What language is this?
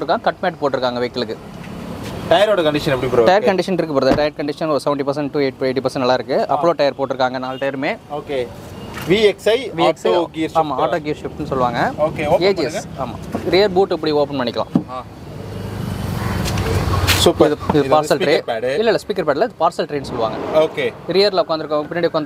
Tamil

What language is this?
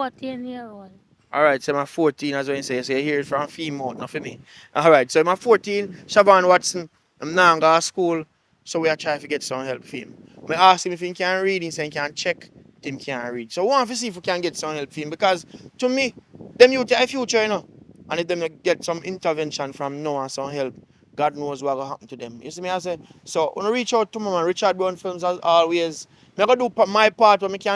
Jamaican Creole English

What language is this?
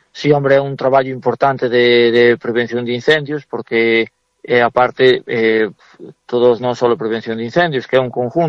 Galician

